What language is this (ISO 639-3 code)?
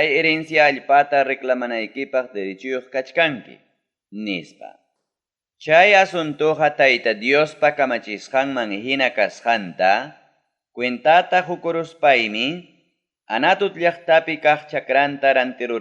quy